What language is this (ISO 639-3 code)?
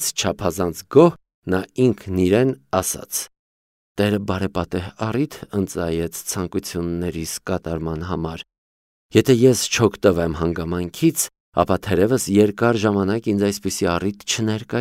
hye